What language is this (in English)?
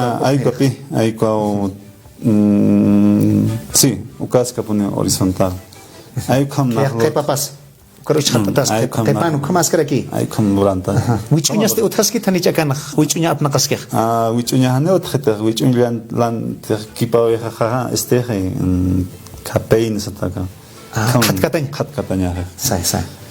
Aymara